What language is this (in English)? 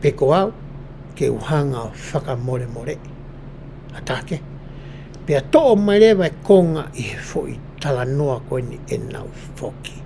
Tongan